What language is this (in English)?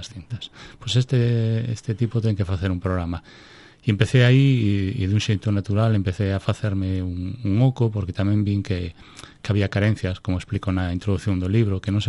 Galician